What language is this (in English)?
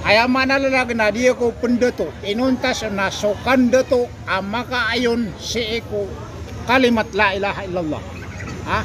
Maranao